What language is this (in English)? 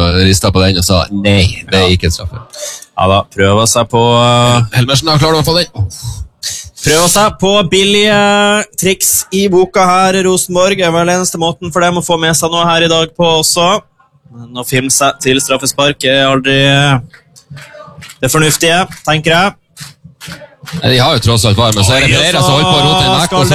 Norwegian